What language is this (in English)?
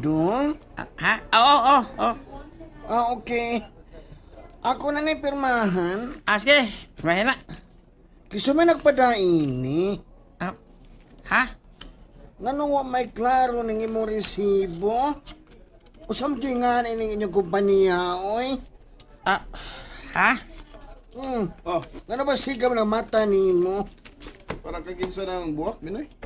Cebuano